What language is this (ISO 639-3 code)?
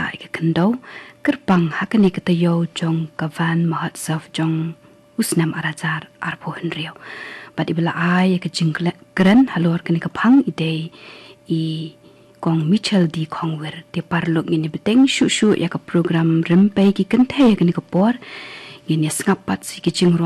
kha